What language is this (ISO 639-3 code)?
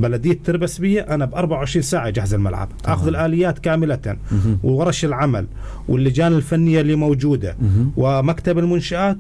apc